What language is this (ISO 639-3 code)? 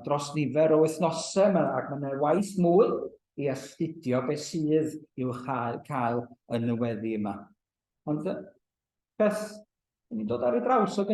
cym